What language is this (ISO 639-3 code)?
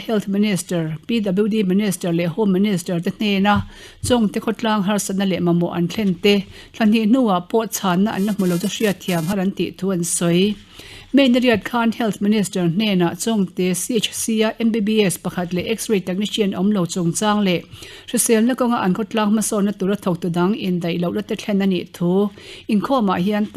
lus